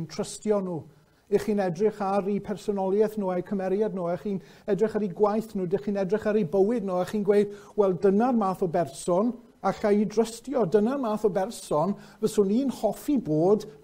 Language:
Welsh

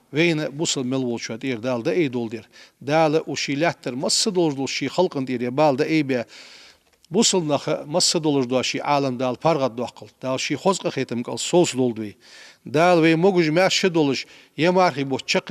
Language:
Ingush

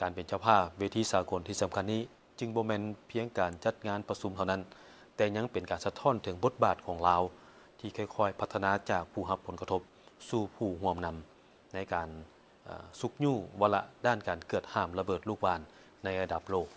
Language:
Lao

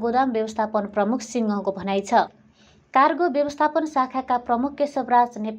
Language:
Nepali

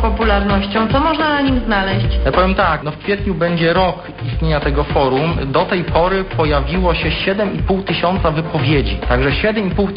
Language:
Polish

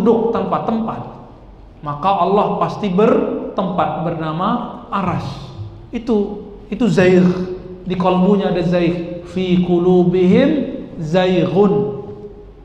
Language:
Indonesian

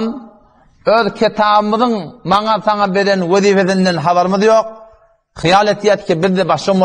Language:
Turkmen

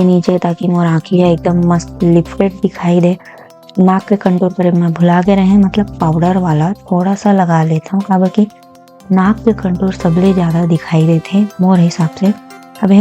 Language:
Chhattisgarhi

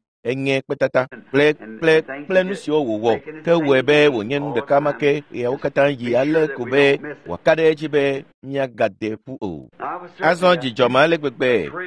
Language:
Ewe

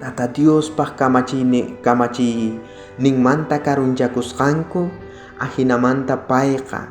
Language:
South Bolivian Quechua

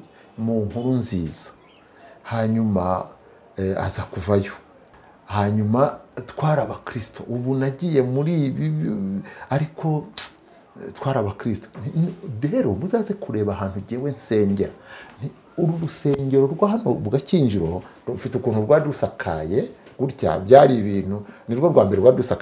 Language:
Kinyarwanda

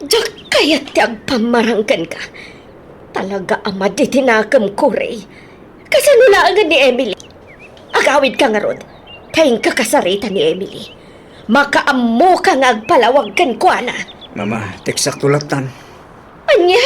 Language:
Iloko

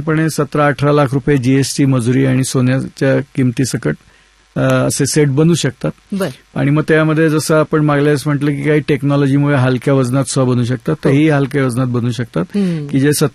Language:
Marathi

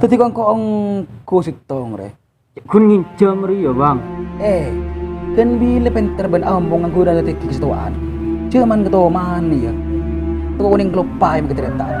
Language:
Madurese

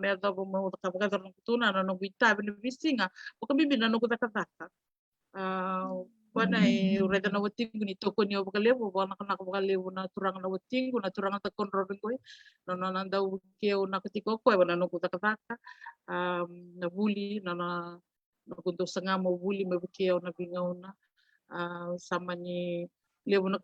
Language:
Fijian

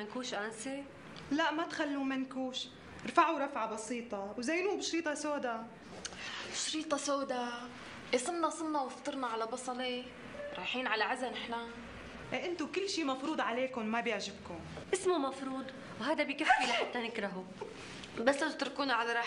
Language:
North Levantine Arabic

